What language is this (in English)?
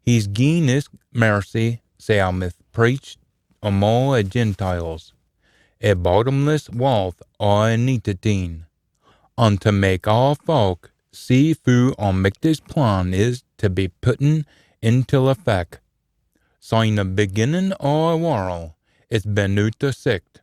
Scots